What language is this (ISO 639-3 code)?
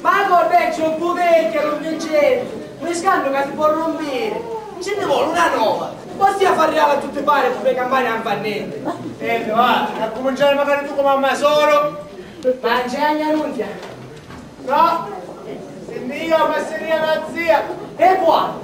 scn